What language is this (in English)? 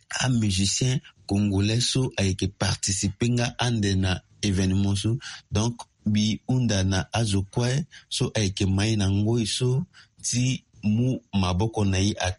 Sango